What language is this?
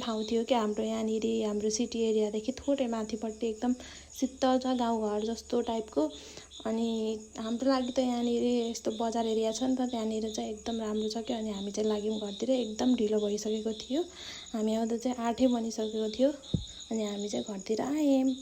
Nepali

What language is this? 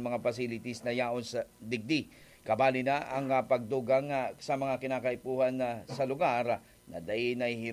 Bikol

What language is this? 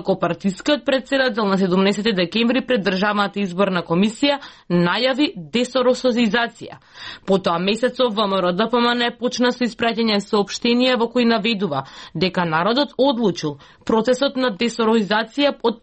Macedonian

